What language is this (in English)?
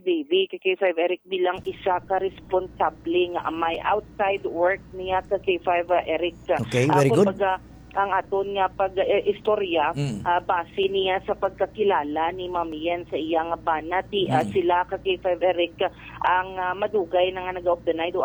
Hiligaynon